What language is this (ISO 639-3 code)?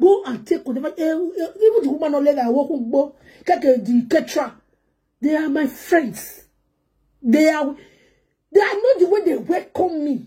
pcm